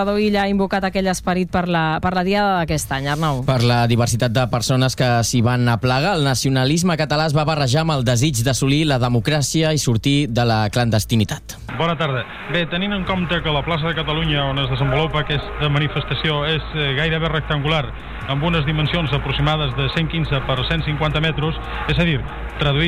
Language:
Catalan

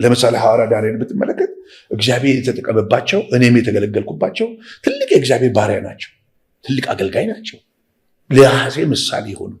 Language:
Amharic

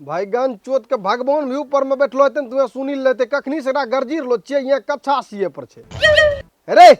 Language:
Maithili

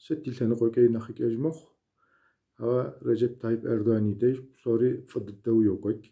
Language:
Kabardian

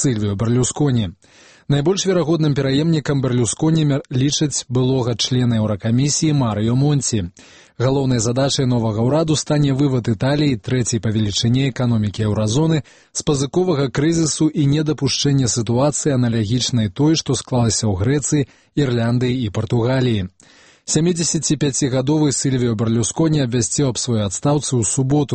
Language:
Belarusian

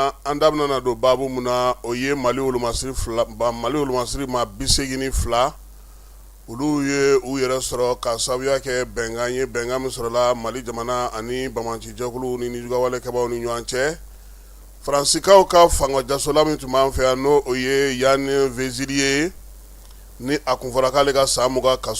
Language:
Bambara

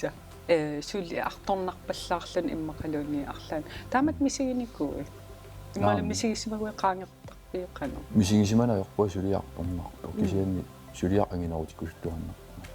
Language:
Kalaallisut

